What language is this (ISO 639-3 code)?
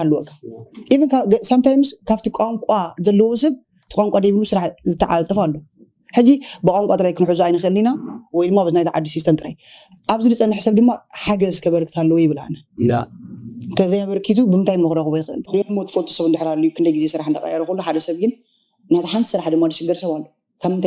tir